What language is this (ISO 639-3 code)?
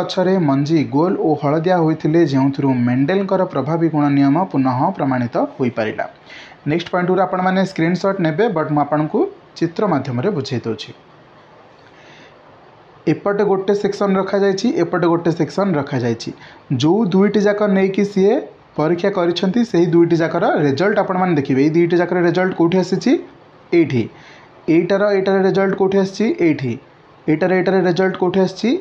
ori